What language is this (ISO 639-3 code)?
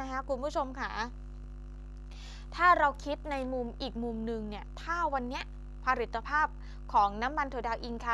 tha